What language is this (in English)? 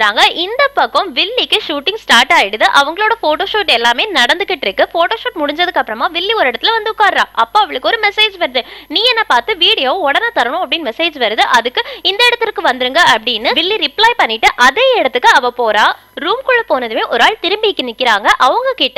Tamil